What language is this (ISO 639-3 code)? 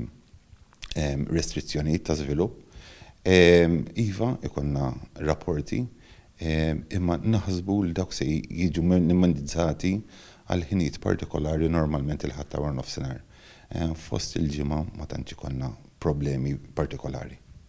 mlt